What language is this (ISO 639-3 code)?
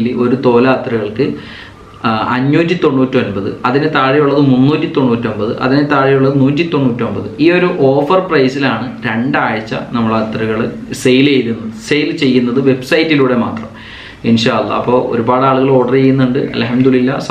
mal